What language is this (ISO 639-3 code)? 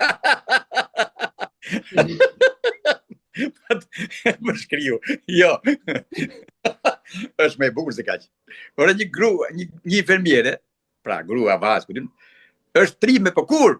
sqi